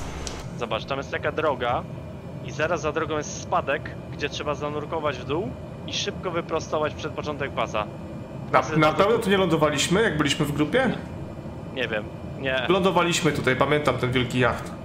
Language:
Polish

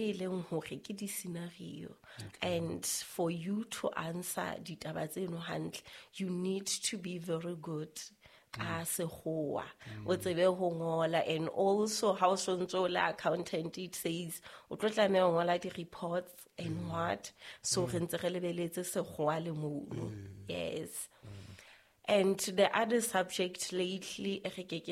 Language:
Southern Sotho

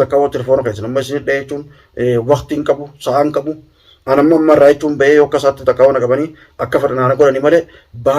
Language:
Oromo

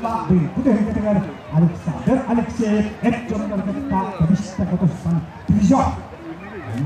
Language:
Yakut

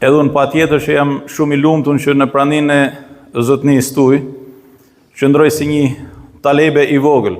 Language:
Albanian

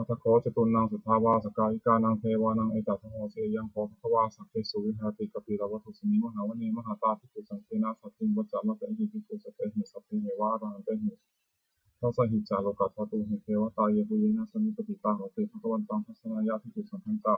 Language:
Pali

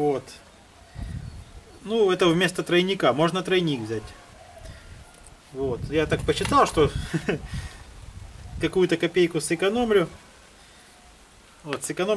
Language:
Russian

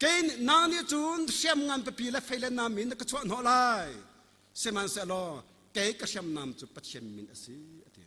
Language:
Hakha Chin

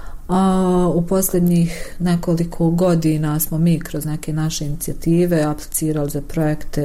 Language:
Bosnian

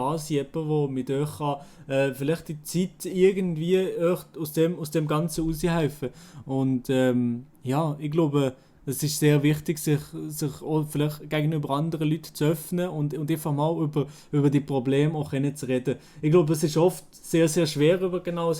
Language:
Swiss German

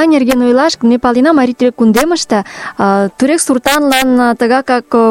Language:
Mari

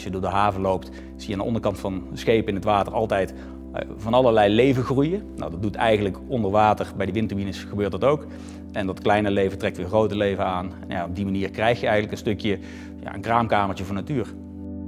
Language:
Dutch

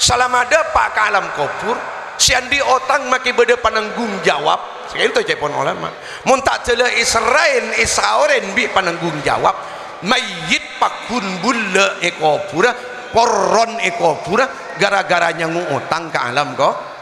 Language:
Madurese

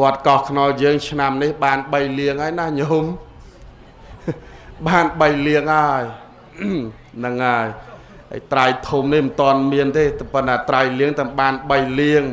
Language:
Khmer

